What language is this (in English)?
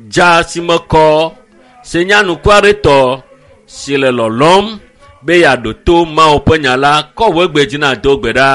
Ewe